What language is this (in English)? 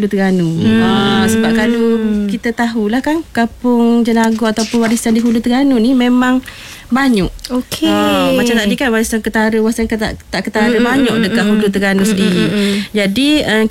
Malay